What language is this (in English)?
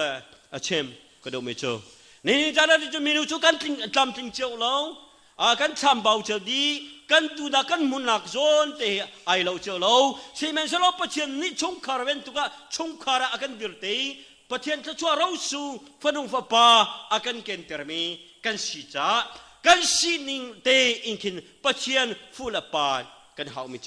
Hakha Chin